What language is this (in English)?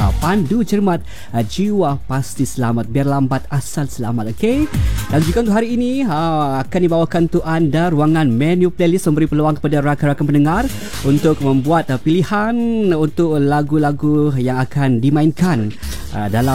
Malay